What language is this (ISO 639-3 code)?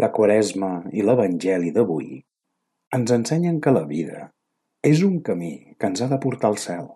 cat